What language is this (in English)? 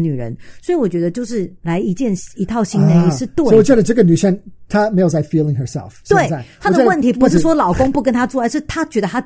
Chinese